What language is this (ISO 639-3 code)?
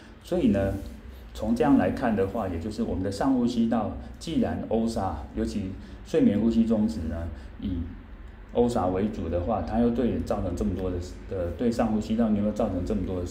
zho